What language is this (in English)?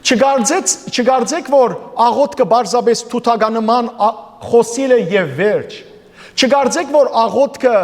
Western Armenian